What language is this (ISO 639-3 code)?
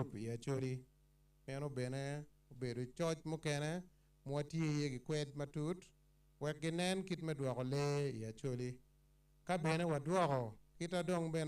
ach